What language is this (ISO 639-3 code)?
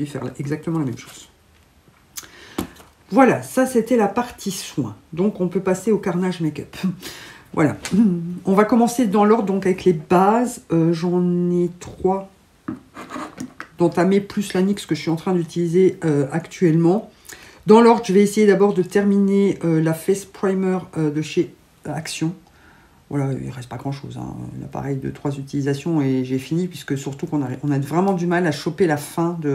fra